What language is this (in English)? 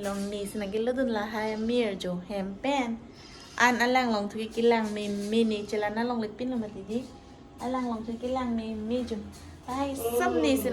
Karbi